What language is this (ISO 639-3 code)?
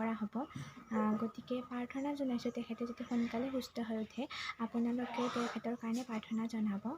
asm